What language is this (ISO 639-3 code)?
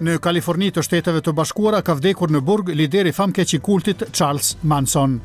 sqi